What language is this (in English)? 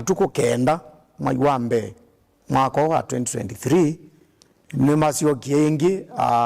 Kamba